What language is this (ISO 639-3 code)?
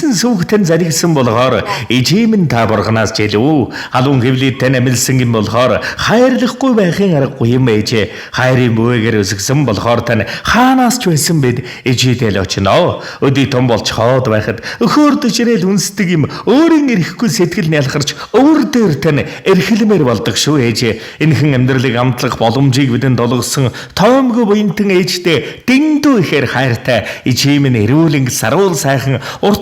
mon